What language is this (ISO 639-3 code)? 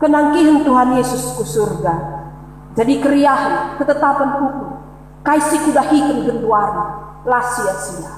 btx